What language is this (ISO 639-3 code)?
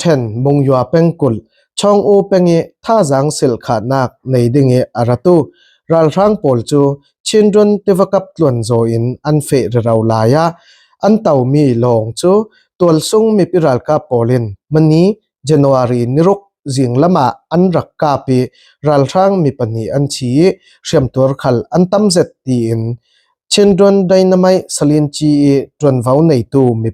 cfm